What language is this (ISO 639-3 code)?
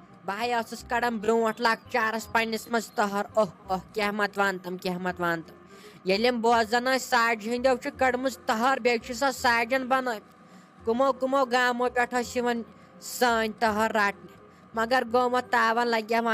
kas